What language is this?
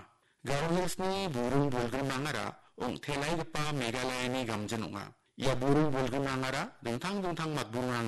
Garo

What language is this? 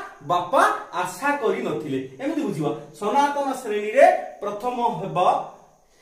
Odia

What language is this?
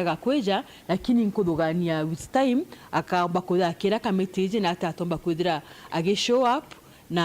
Meru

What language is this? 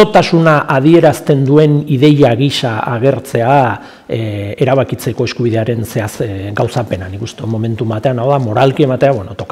Basque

